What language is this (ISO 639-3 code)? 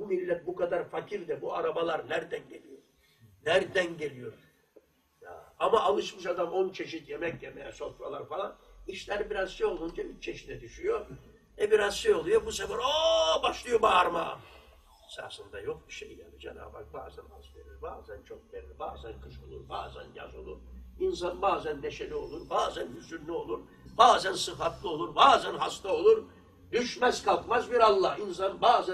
tur